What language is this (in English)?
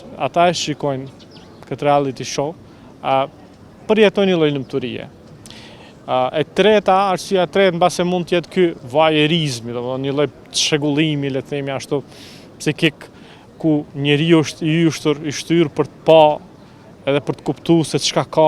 Albanian